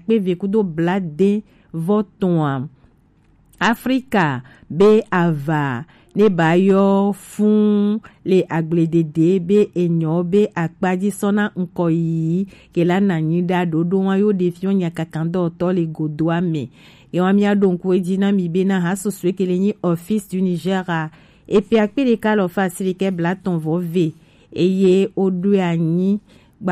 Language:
Gen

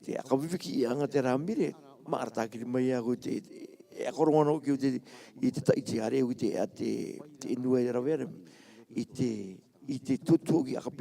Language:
Rarotongan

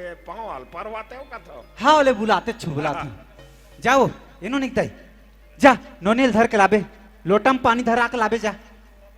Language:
Chhattisgarhi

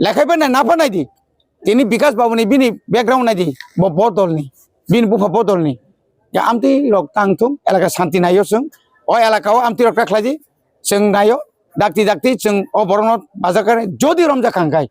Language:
Kok Borok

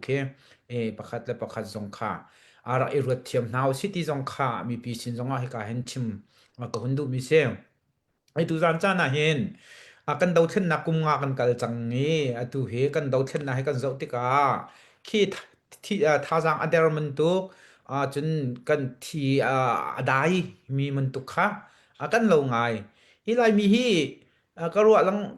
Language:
Hakha Chin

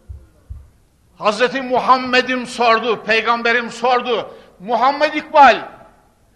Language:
Turkish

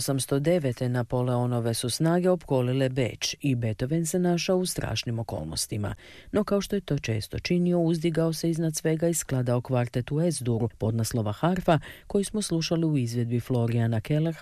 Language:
Croatian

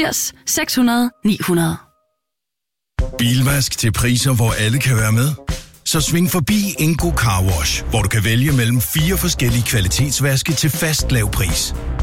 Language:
Danish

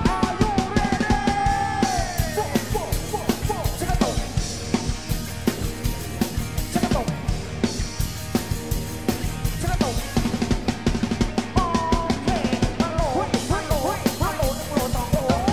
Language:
Thai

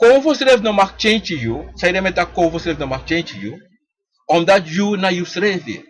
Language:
Sranan Tongo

